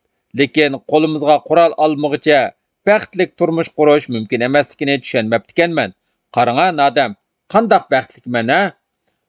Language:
Uyghur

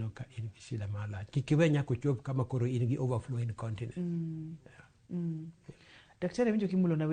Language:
Luo (Kenya and Tanzania)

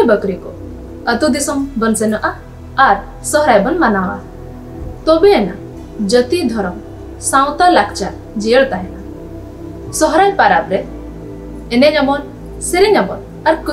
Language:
Santali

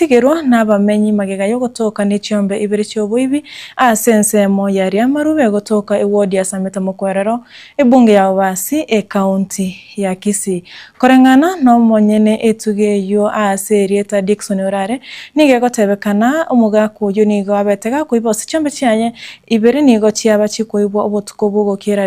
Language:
Gusii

